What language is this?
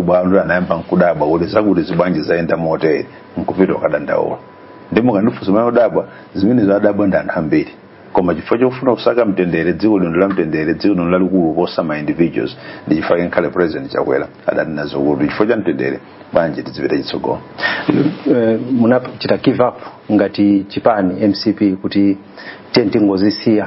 Nyanja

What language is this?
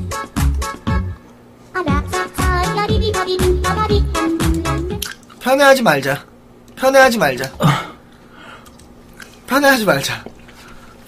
Korean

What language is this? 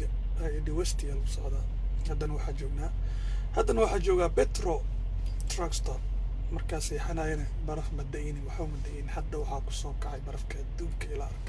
Somali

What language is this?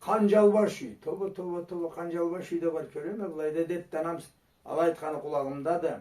Karachay-Balkar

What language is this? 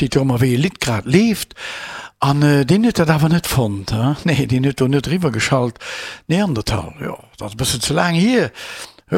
Luxembourgish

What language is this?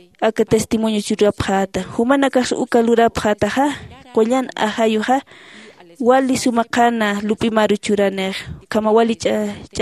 Aymara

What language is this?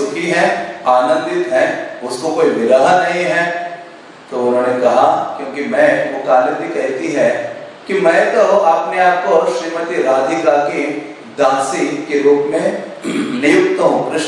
Hindi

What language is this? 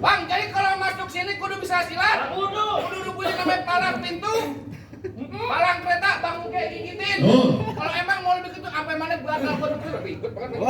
Betawi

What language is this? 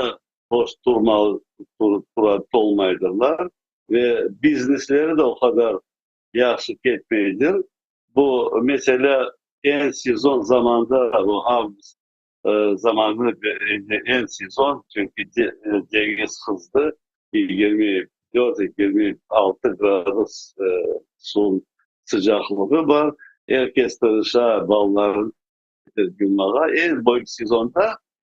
Crimean Tatar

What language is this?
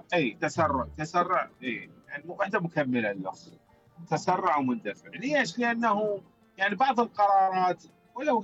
Mesopotamian Arabic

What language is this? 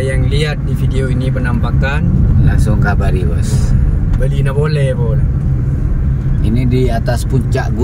Indonesian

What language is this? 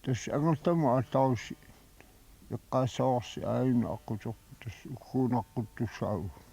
Kalaallisut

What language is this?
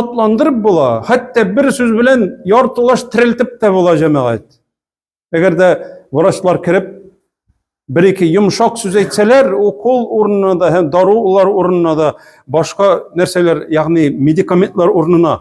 Tatar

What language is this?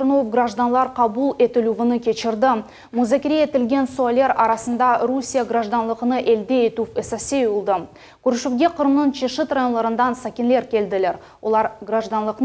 Crimean Tatar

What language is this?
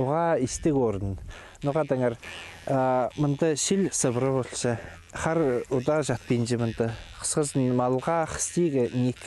Khakas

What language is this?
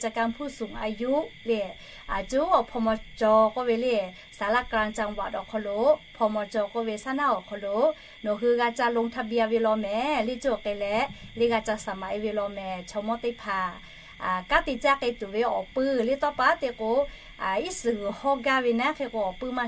Lahu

